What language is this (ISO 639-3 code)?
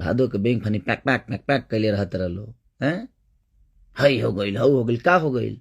bho